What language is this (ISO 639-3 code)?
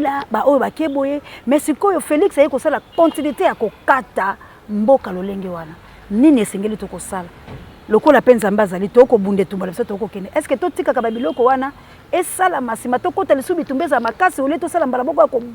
lin